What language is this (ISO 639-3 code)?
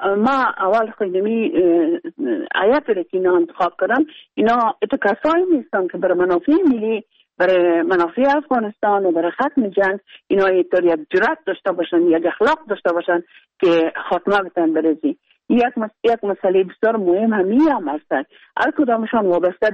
fas